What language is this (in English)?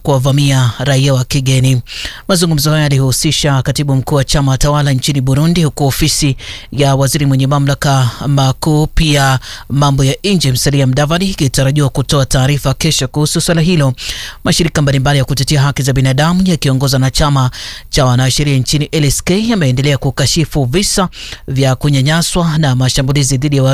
Swahili